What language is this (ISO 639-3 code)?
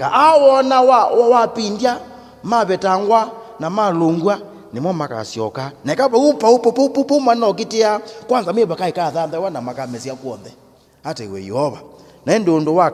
kam